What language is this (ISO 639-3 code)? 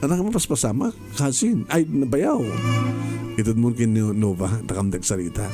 ilo